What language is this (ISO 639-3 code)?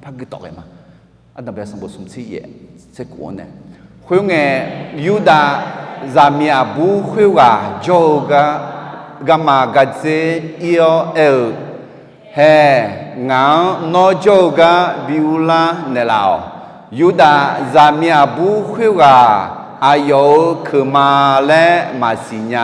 ahk